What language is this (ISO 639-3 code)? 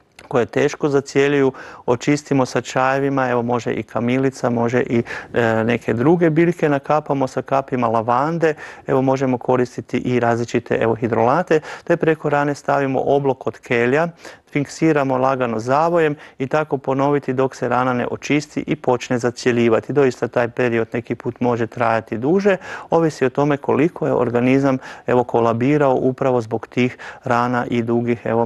hrv